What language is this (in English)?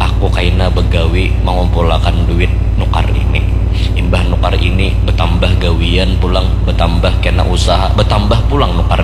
Banjar